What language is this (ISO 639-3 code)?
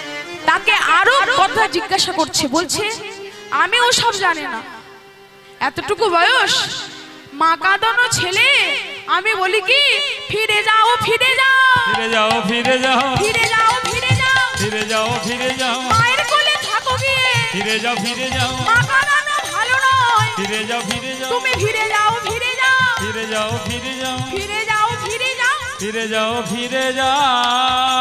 ben